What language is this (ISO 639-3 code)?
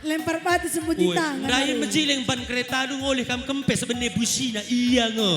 btx